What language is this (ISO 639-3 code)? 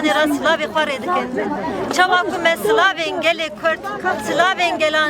kur